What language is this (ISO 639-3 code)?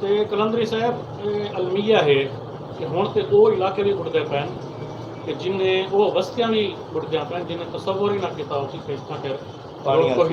skr